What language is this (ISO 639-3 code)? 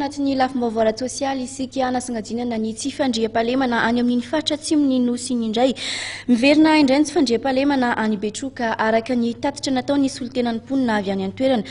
mlg